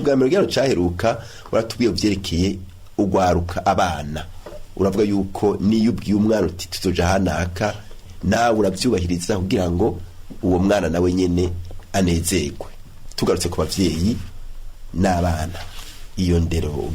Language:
Rundi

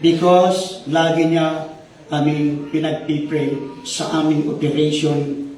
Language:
Iloko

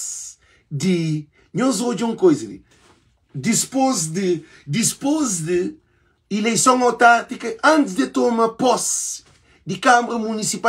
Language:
Kabuverdianu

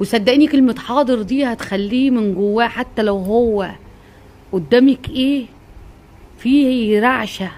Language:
Egyptian Arabic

